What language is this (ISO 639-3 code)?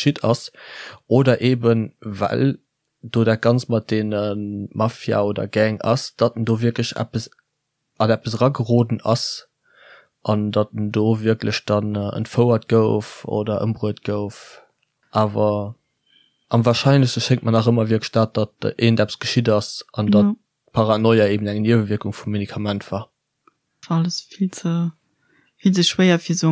ltz